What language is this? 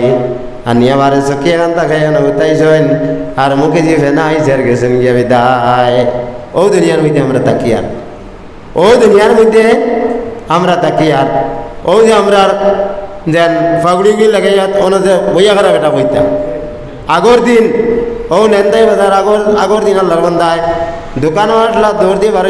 Sylheti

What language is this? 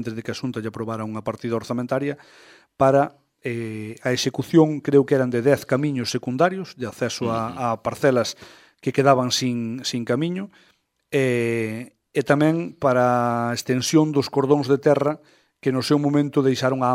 Galician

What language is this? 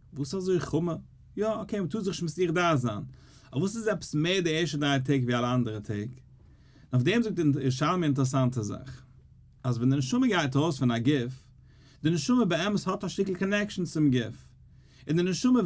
Yiddish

